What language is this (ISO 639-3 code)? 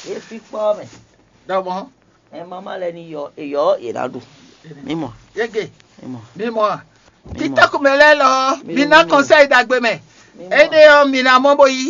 fon